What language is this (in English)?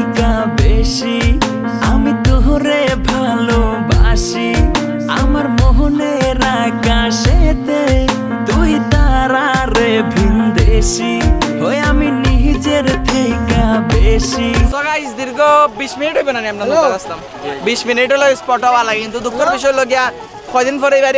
Sylheti